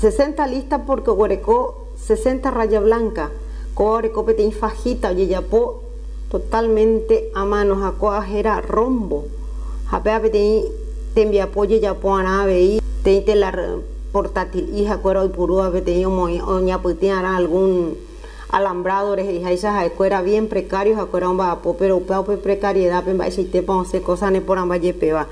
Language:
Guarani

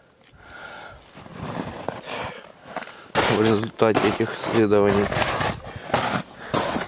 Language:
Russian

